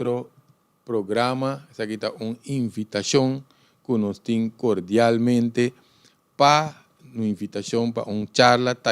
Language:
Papiamento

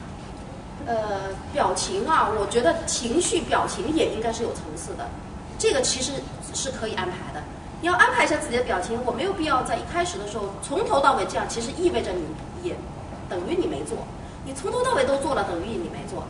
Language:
Chinese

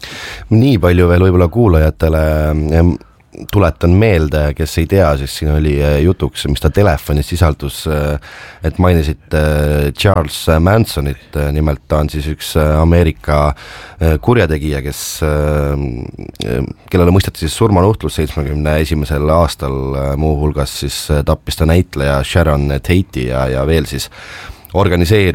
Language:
Estonian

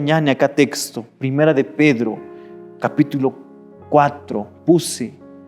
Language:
Aymara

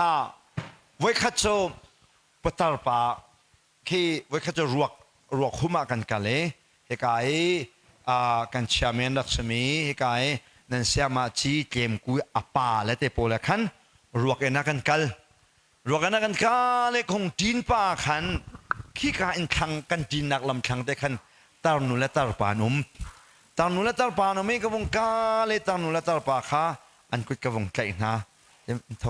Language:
Hakha Chin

